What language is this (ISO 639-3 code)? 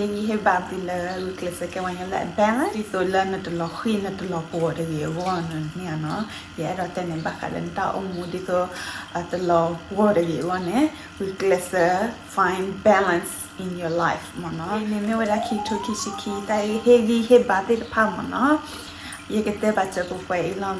ksw